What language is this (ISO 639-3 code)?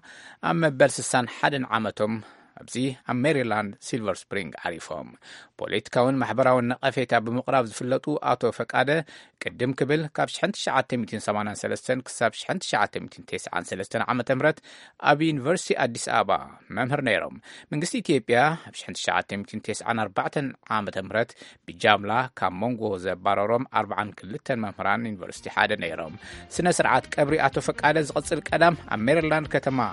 tir